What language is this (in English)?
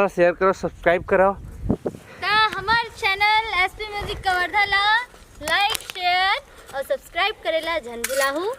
Chhattisgarhi